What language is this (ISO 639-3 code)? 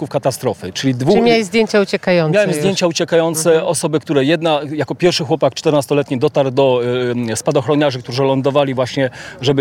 pol